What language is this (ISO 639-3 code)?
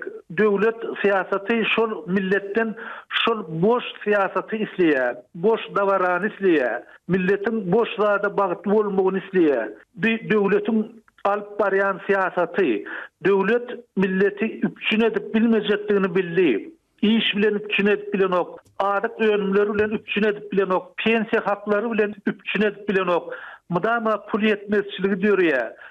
tuk